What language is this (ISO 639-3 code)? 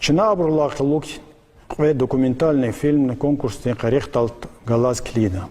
lez